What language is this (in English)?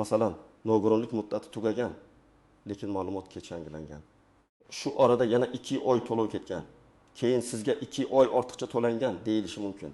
Uzbek